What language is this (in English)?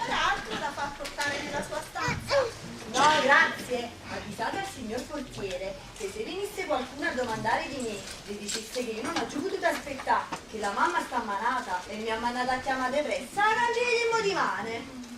Neapolitan